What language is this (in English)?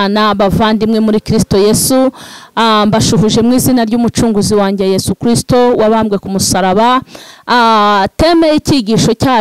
Kinyarwanda